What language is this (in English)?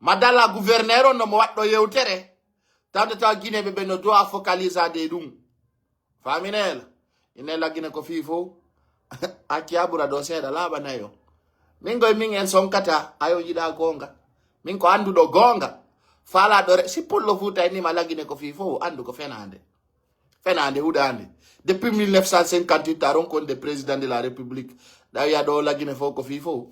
Pular